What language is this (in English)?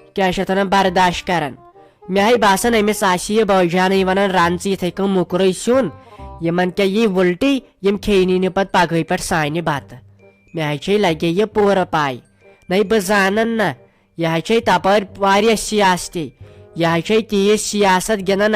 Kashmiri